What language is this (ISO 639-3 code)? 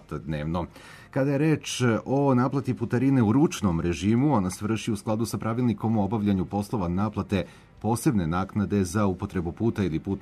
srp